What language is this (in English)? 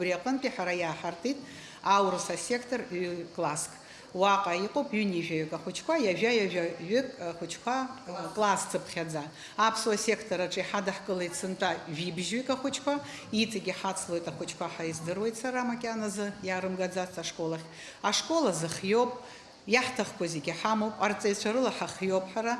Abkhazian